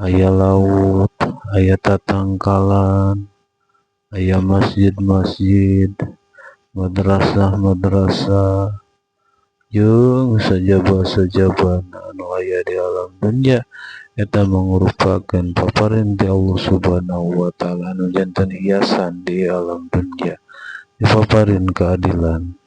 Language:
Sundanese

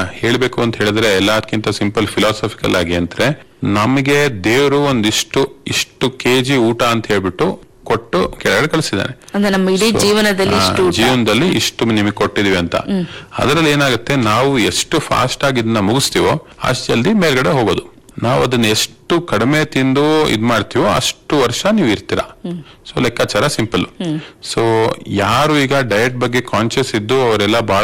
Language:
Kannada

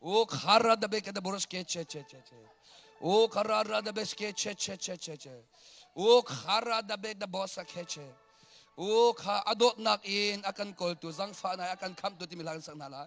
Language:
Hakha Chin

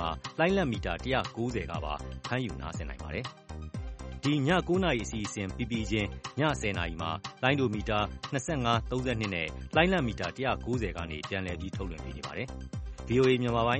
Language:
Burmese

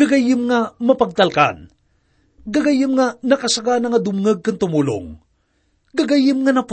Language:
Iloko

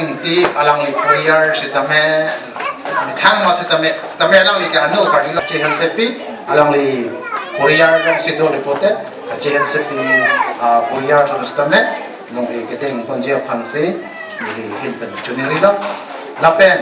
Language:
Karbi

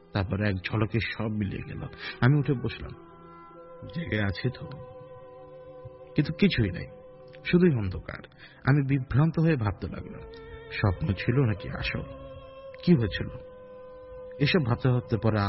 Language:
Bangla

